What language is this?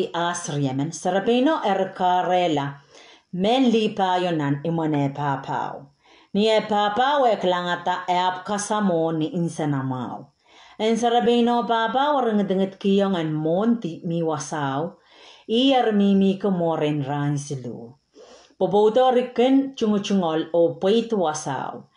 Pohnpeian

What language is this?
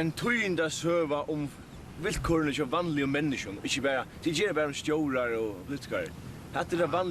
Faroese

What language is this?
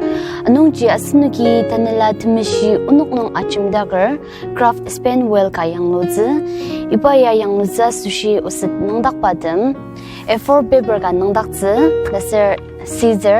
Ao Naga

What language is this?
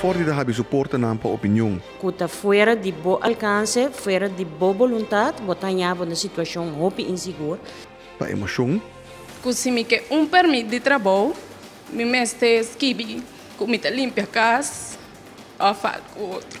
Papiamento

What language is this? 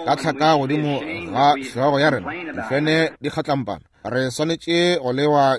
Northern Sotho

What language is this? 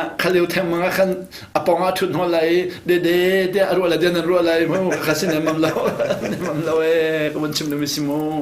Hakha Chin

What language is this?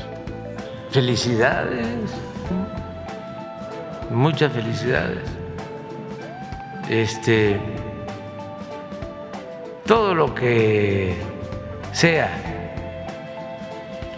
Spanish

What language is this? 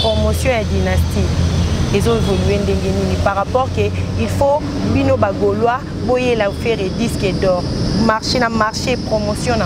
Lingala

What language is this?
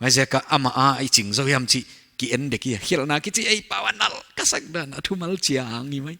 Paite Chin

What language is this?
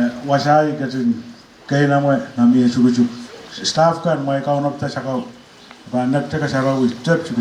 Pohnpeian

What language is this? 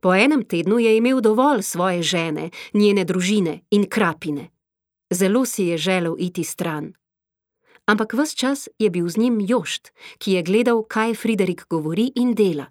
Slovenian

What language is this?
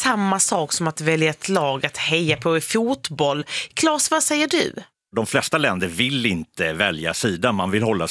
Swedish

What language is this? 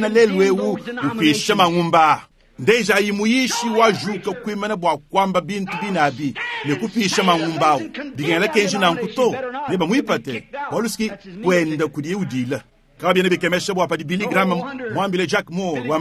Luba-Lulua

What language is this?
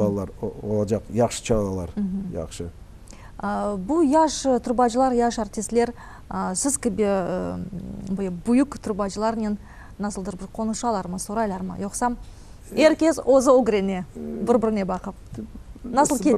Crimean Tatar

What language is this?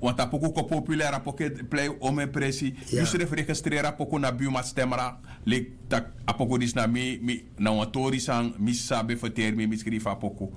Sranan Tongo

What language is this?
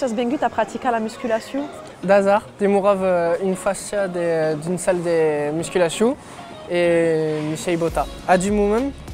Occitan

